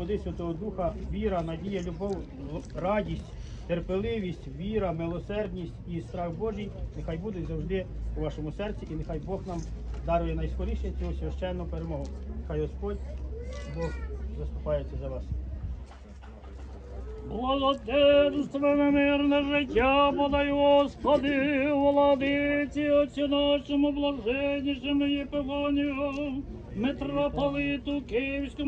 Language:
Ukrainian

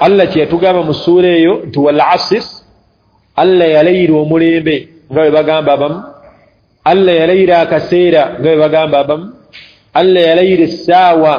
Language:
Ganda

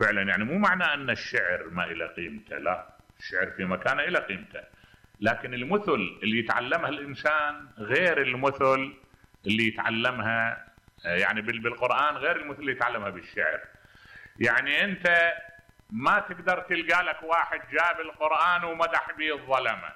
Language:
Mesopotamian Arabic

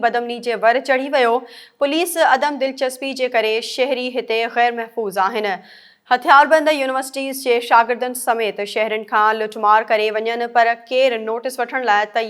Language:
Sindhi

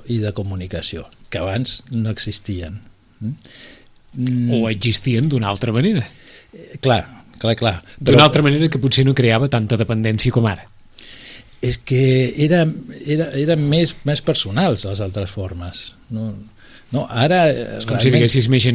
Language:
Catalan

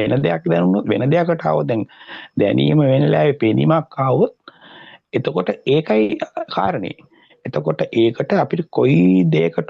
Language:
Sinhala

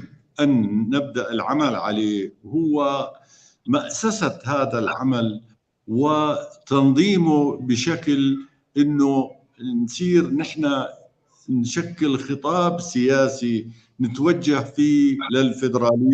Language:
North Levantine Arabic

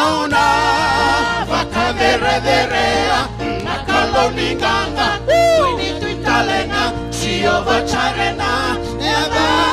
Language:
Fijian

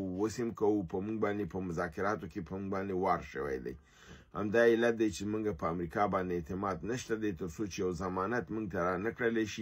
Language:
Pashto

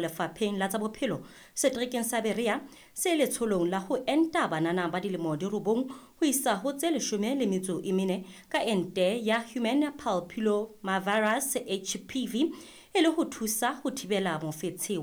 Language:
Southern Sotho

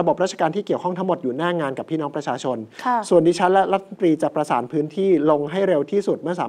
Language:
Thai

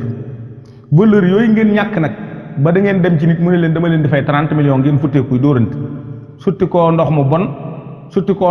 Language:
Wolof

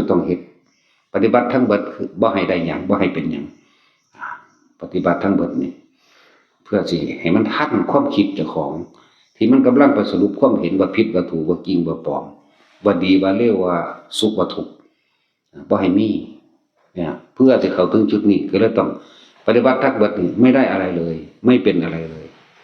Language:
Northeastern Thai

